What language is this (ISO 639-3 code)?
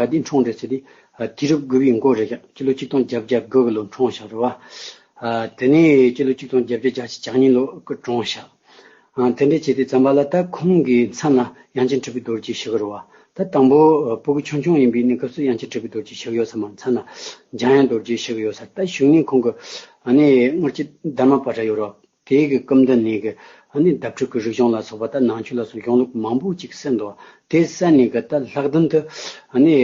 bod